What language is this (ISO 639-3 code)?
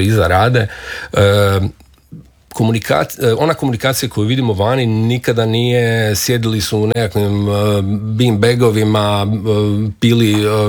hrv